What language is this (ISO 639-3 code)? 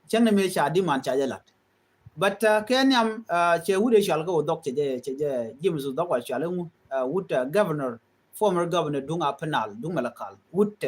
nus